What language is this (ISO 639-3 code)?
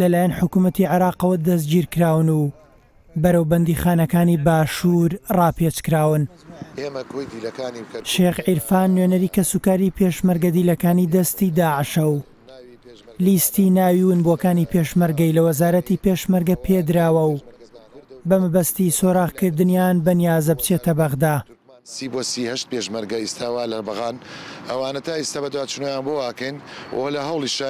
ckb